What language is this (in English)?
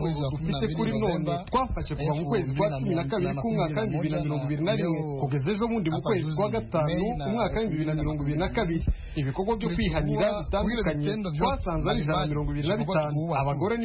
Kinyarwanda